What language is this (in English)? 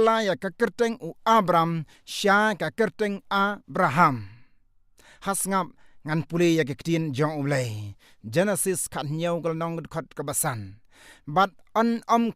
Khasi